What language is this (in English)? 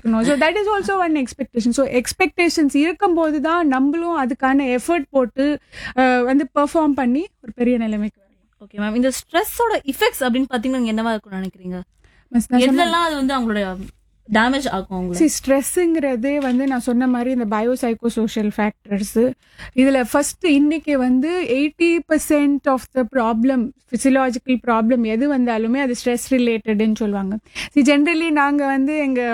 Tamil